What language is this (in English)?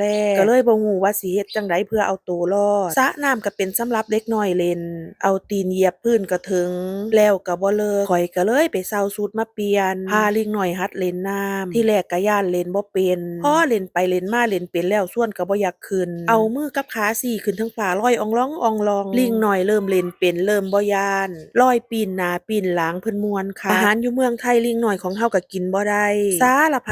Northeastern Thai